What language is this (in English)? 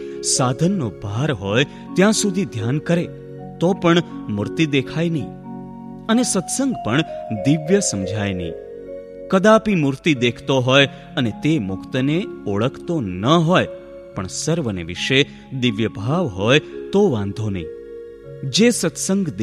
Gujarati